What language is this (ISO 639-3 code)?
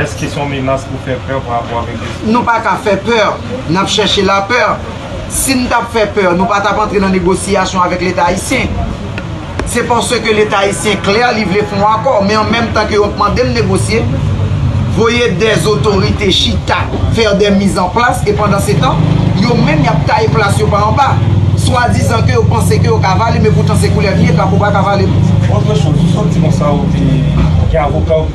hat